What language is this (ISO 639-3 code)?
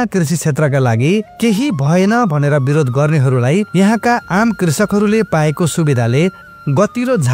nep